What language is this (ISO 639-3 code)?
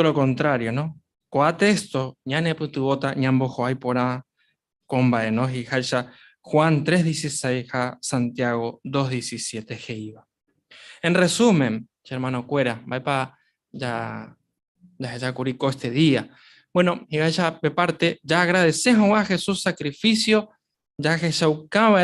grn